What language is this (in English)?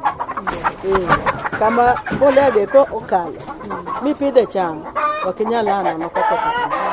Luo (Kenya and Tanzania)